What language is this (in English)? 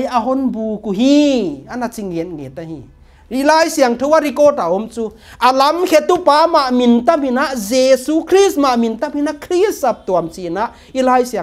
Paite Chin